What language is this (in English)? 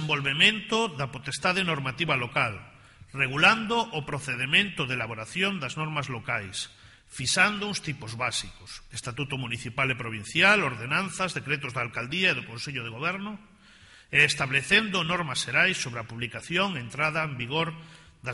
Galician